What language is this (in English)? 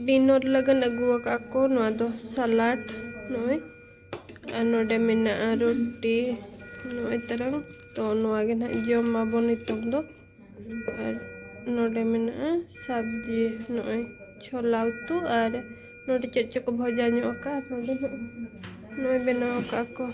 Santali